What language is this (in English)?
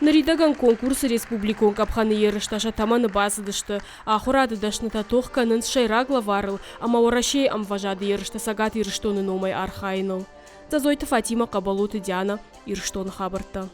Ossetic